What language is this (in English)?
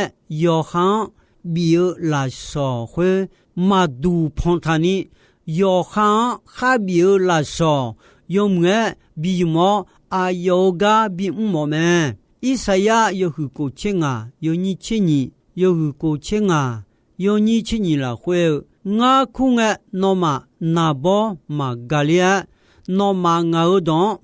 Akha